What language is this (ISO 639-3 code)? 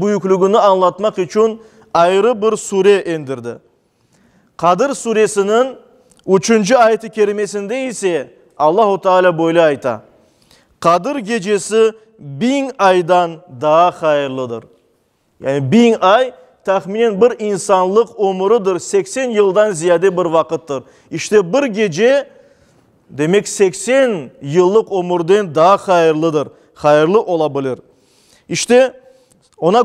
crh